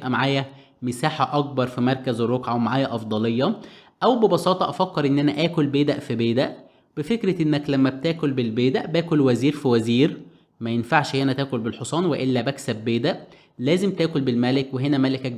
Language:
Egyptian Arabic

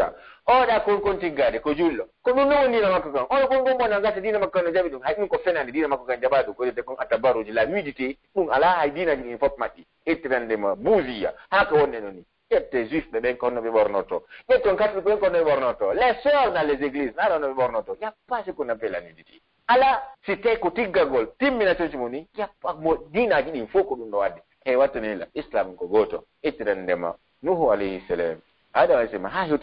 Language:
Pular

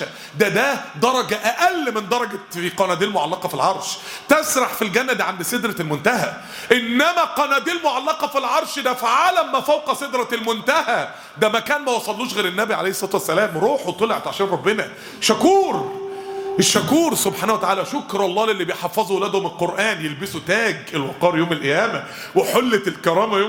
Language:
Egyptian Arabic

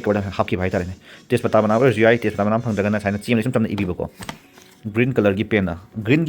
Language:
Manipuri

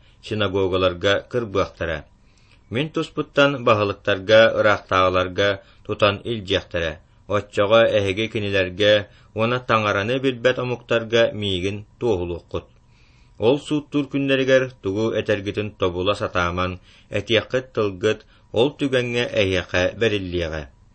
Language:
Yakut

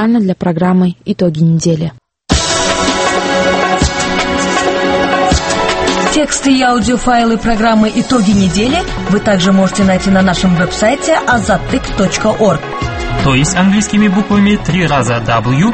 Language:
Kazakh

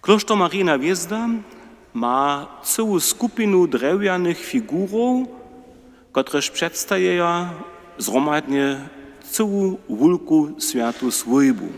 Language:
Upper Sorbian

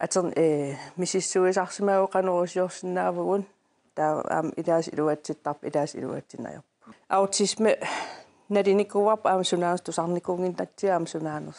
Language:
Kalaallisut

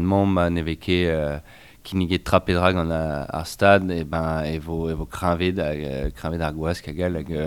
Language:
Breton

